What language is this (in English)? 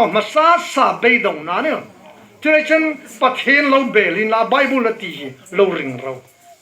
Hmar